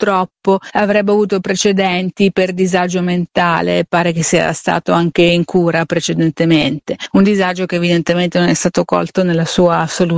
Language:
Italian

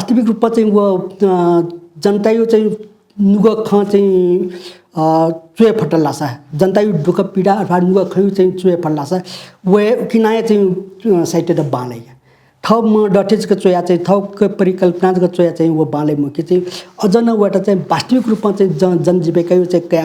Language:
Newari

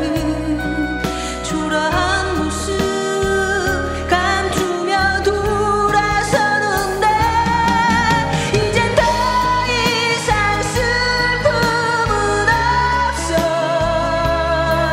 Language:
Korean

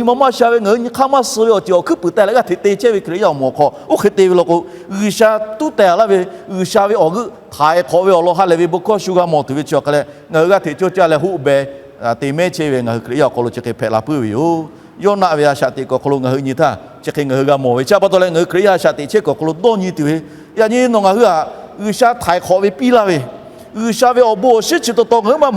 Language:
Lahu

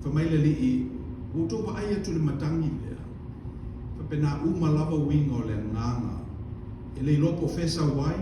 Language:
Samoan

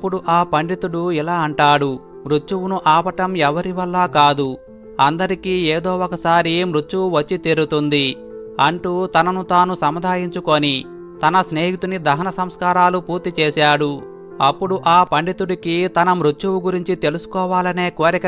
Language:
Telugu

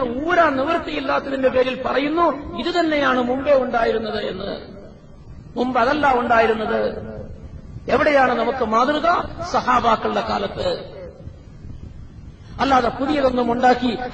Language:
Malayalam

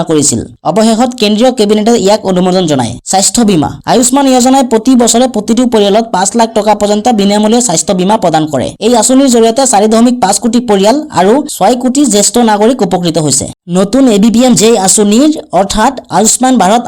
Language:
Assamese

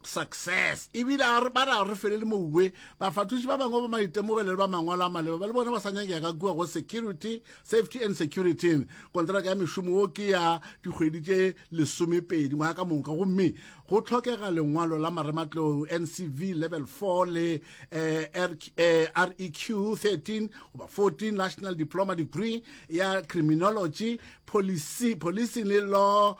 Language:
Northern Sotho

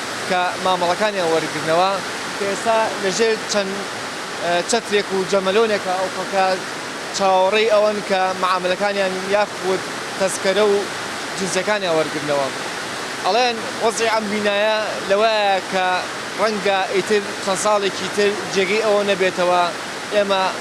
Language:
Central Kurdish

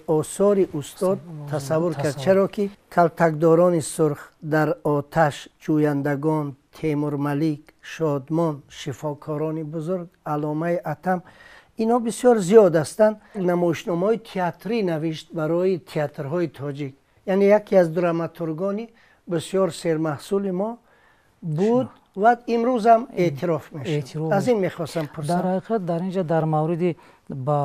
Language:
Tajik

